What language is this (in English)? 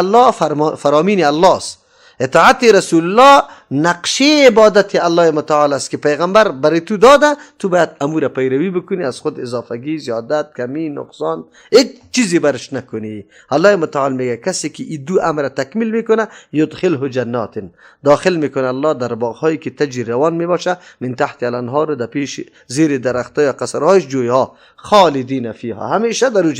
Persian